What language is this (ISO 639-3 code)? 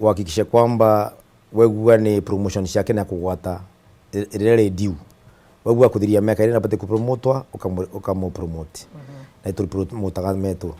mer